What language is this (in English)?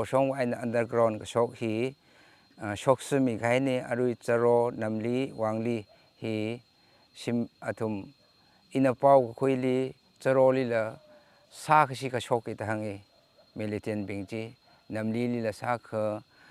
Tangkhul Naga (India)